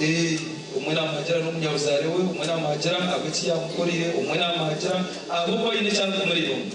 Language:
Nyankole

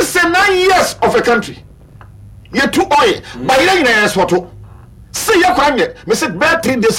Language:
Akan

